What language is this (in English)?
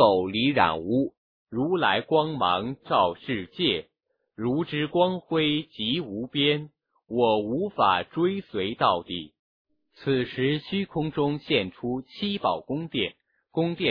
Chinese